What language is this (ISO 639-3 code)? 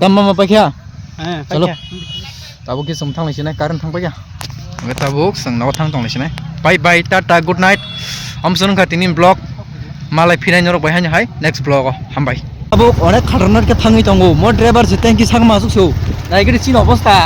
trp